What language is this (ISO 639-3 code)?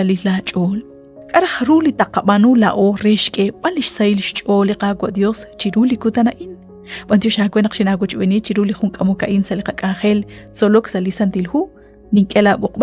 kek